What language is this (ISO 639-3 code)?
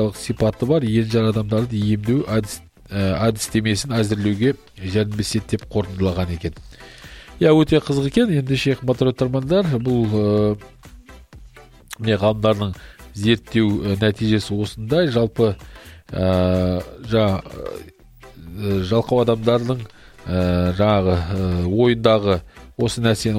kaz